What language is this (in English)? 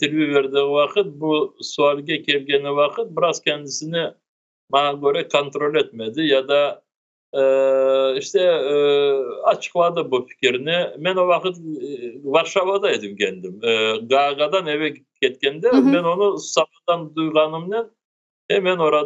Crimean Tatar